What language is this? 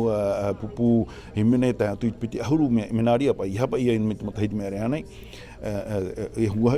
Tahitian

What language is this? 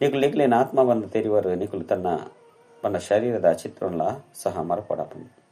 Tulu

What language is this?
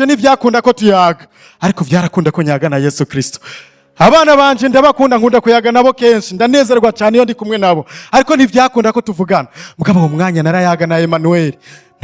Rundi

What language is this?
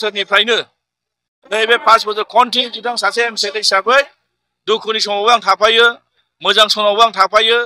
Bodo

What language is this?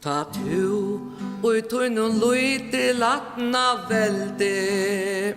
Faroese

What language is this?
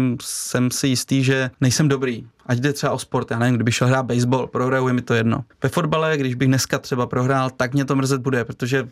Czech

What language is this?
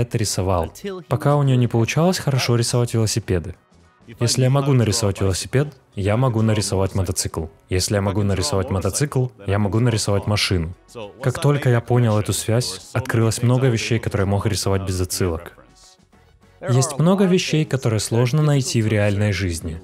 Russian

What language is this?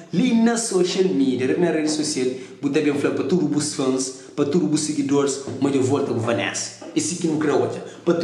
Kabuverdianu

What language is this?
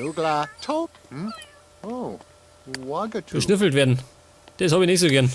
Bavarian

